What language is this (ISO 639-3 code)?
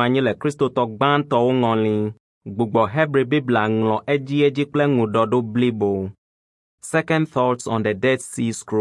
ewe